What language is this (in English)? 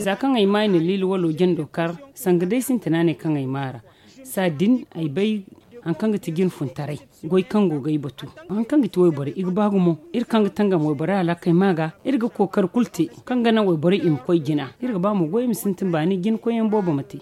Zarma